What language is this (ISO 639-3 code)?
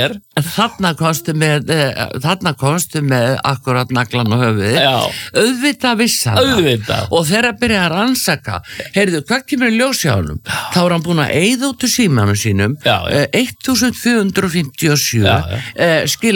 isl